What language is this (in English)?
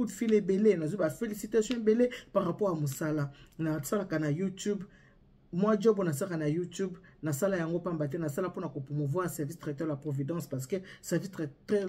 Lingala